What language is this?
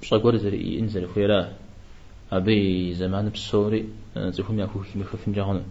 Kabardian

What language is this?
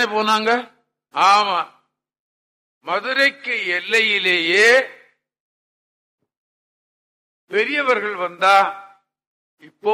Tamil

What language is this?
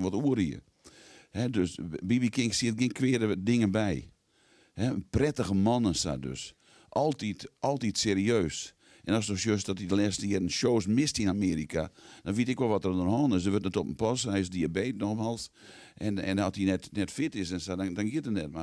Western Frisian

